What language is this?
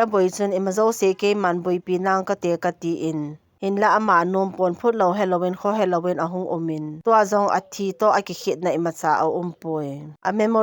Thado Chin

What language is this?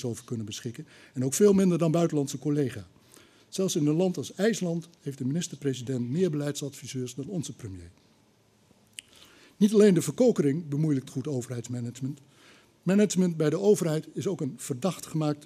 Dutch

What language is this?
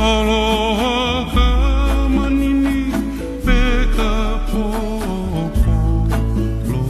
Hawaiian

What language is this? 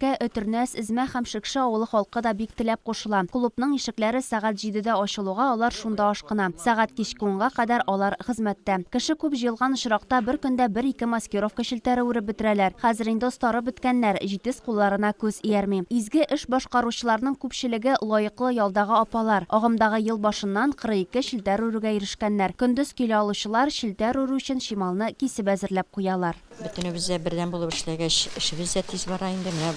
Tatar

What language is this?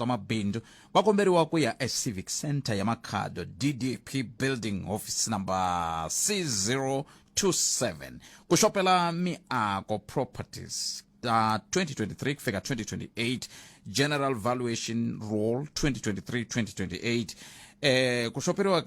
Tsonga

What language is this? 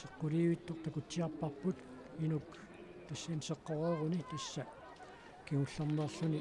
Kalaallisut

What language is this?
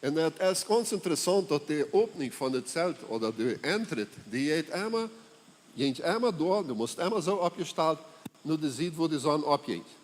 Plautdietsch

